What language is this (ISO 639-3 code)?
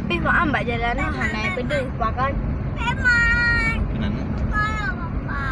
ace